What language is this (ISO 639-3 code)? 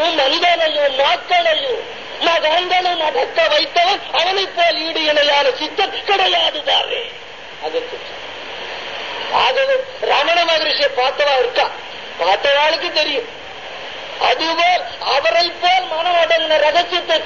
tam